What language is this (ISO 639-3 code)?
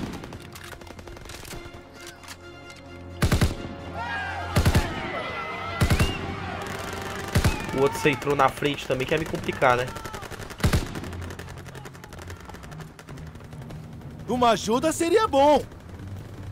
por